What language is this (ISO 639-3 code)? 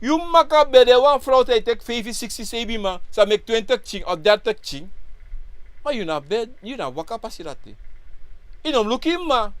srn